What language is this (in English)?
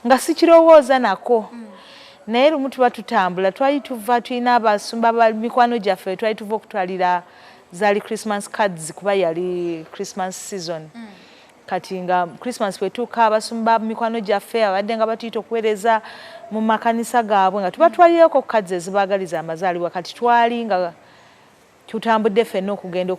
Ganda